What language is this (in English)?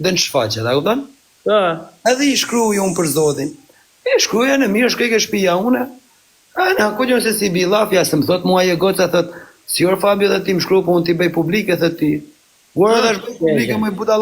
Albanian